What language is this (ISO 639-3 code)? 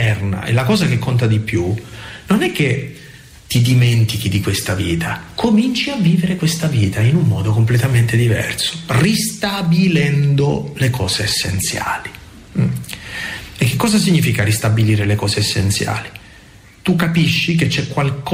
ita